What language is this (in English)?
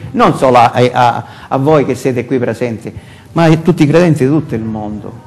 Italian